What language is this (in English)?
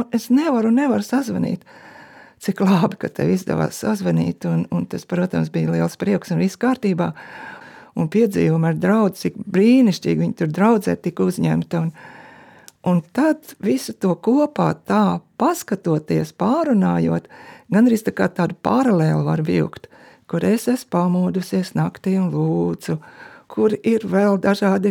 Latvian